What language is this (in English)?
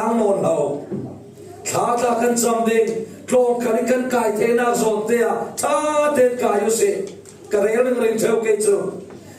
Falam Chin